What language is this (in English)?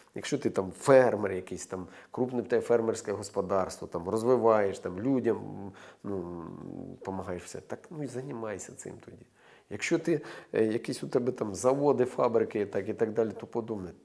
Ukrainian